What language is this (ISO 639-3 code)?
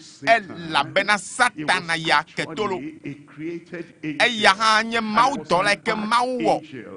ewe